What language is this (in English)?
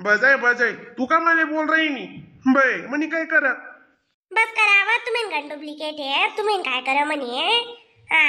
Khandesi